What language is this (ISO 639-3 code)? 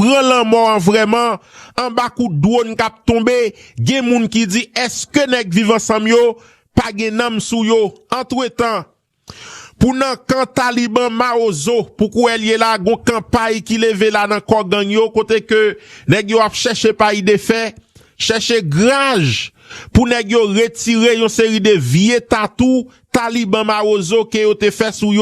hat